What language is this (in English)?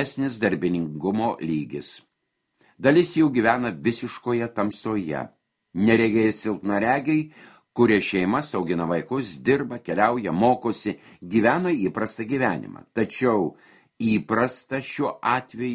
Lithuanian